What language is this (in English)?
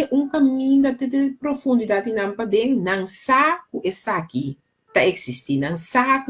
Papiamento